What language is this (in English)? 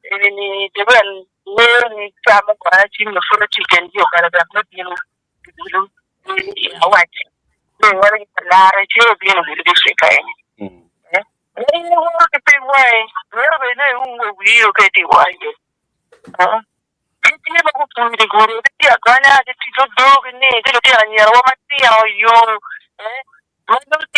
Acoli